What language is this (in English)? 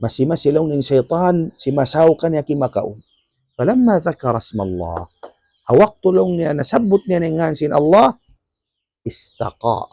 Tausug